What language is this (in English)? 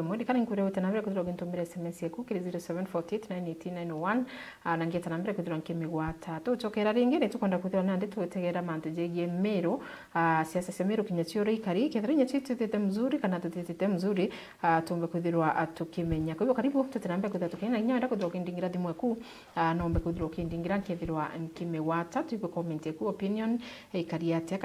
Meru